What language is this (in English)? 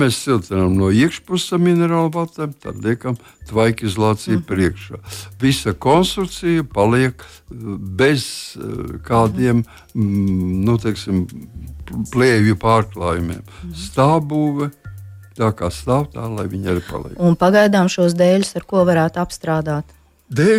Latvian